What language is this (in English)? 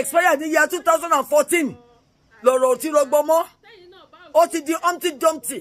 Yoruba